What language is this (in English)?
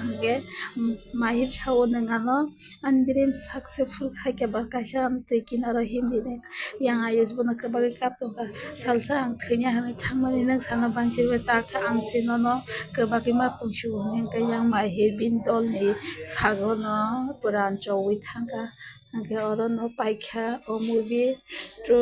Kok Borok